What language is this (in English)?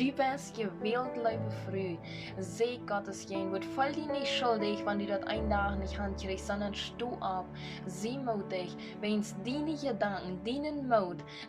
Plautdietsch